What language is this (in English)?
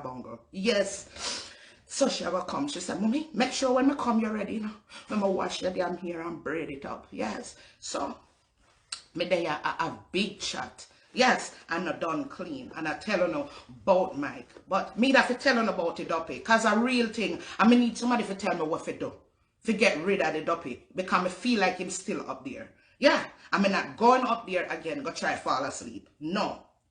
Jamaican Creole English